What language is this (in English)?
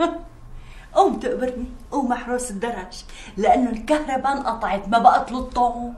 North Levantine Arabic